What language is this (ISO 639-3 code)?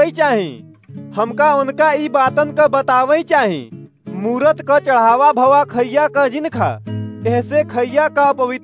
awa